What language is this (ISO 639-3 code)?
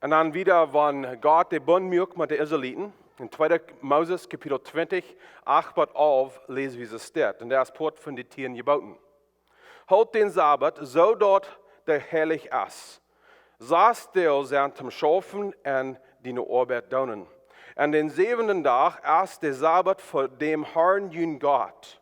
pdt